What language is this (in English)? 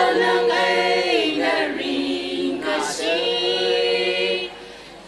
Tangkhul Naga (India)